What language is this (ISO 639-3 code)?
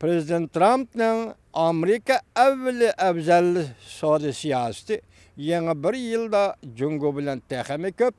uig